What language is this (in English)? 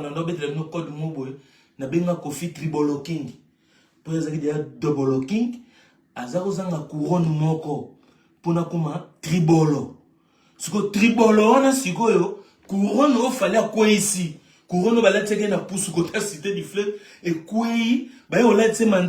Lingala